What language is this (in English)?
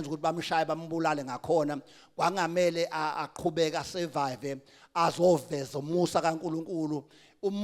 Zulu